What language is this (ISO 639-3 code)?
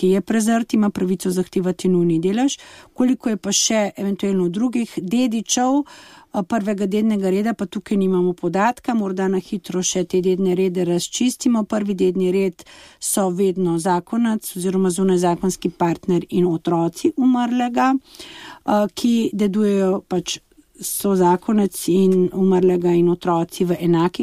slv